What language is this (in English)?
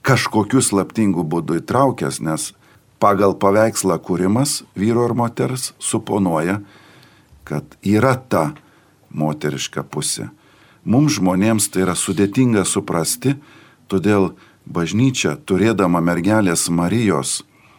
Lithuanian